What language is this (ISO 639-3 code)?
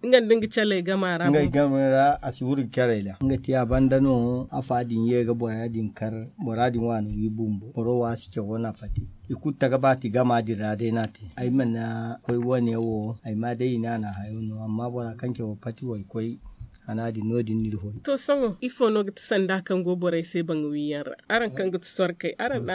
dje